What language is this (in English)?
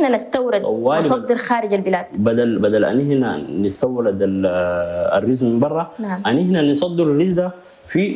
Chadian Arabic